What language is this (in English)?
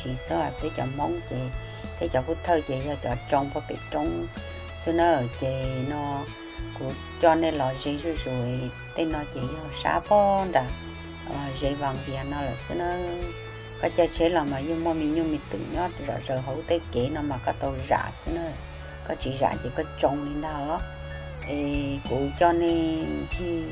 Hmong